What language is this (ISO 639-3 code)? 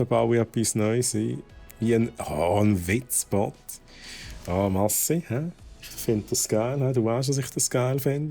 gsw